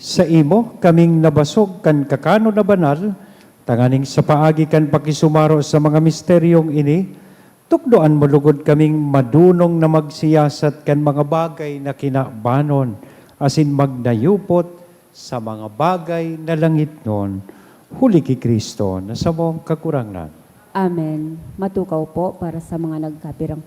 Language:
Bikol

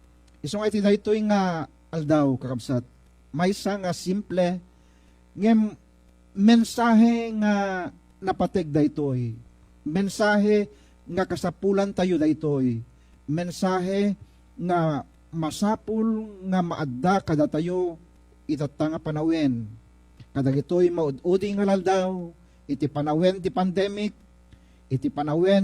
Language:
Iloko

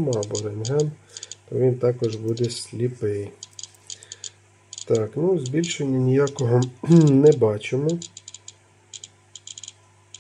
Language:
Ukrainian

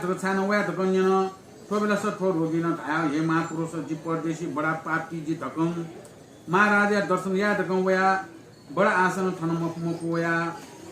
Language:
Newari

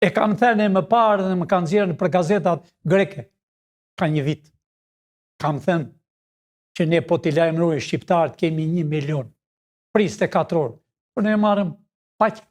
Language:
Albanian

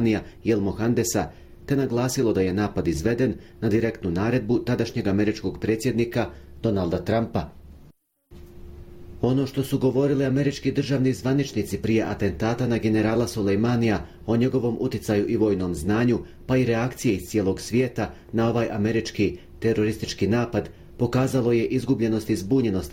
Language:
Bosnian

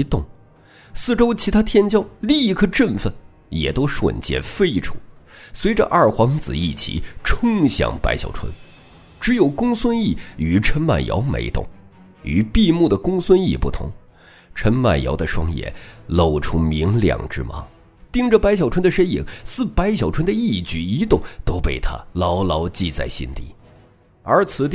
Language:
Chinese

